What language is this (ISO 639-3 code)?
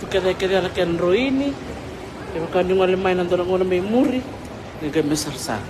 fij